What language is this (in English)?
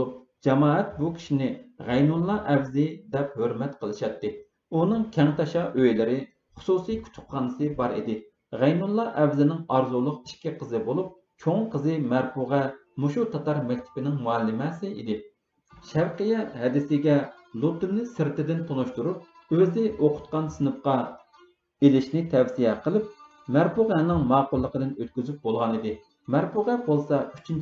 Uyghur